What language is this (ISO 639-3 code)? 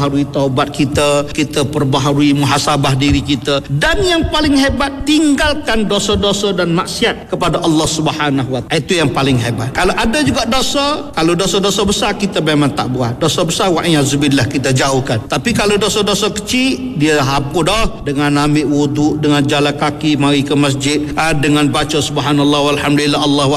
msa